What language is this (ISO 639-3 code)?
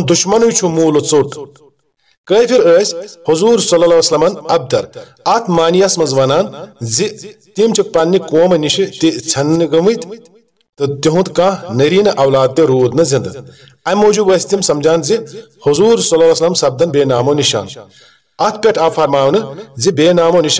kas